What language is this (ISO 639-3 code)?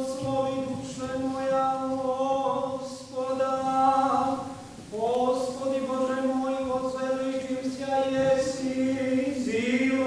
rue